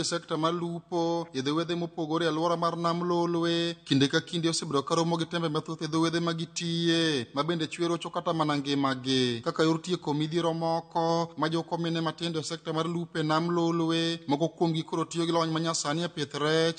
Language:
Luo (Kenya and Tanzania)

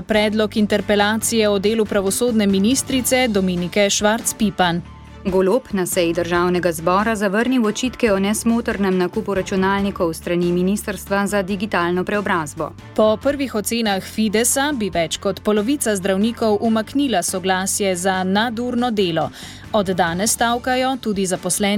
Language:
Slovenian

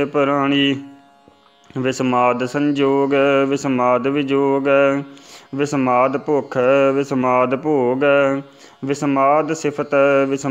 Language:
Punjabi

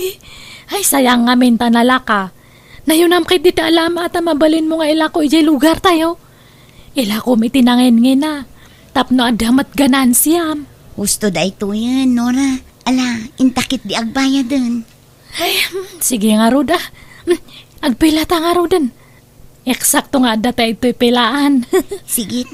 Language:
Iloko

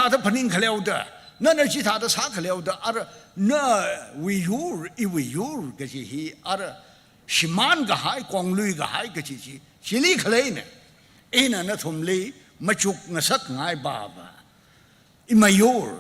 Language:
Tangkhul Naga (India)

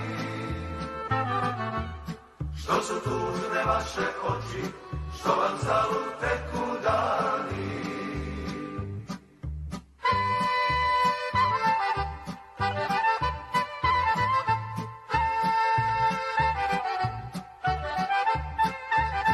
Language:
Serbian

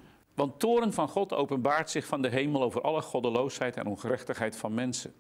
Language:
Dutch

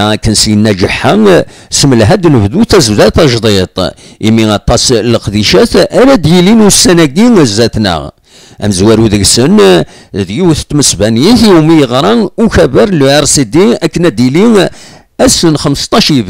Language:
Kabyle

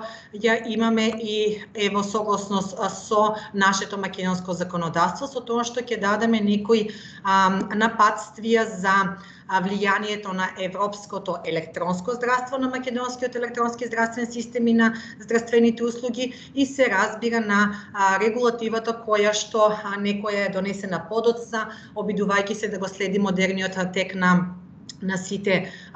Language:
Macedonian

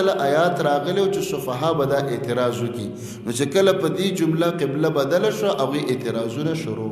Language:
Pashto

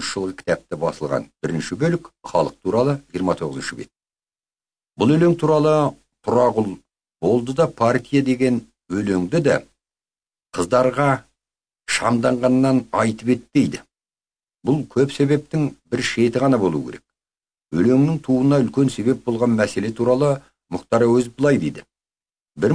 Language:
Kazakh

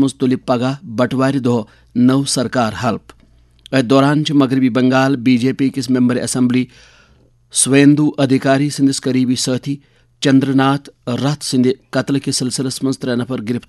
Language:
Kashmiri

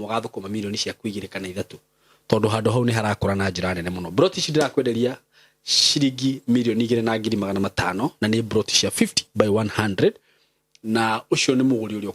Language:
Kikuyu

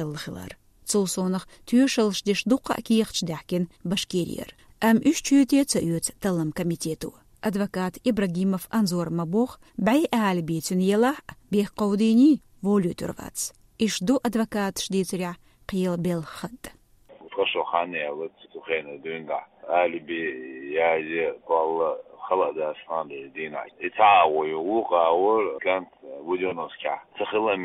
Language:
Chechen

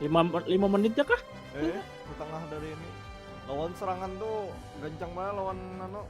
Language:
Banjar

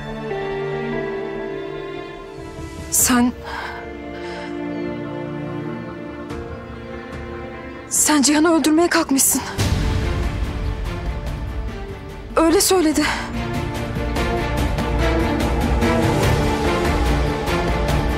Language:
Turkish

